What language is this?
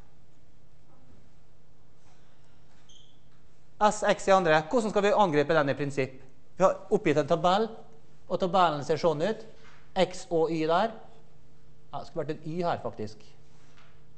Norwegian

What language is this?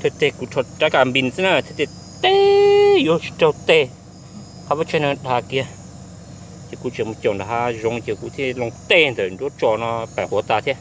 Hmong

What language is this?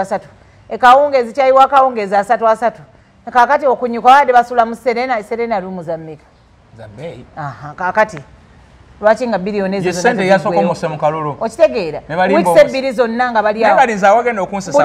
Ganda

